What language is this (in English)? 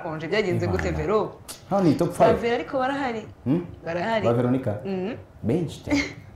Kinyarwanda